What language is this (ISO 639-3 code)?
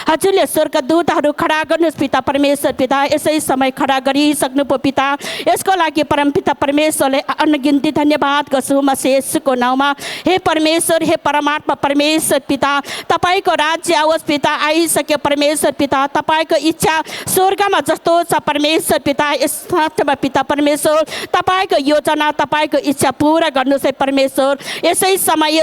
nep